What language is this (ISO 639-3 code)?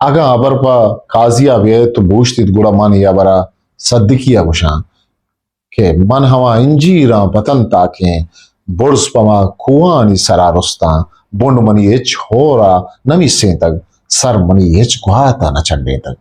bgp